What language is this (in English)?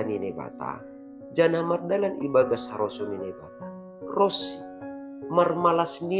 Batak Simalungun